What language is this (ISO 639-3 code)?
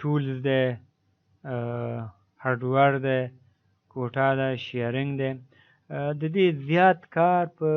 pus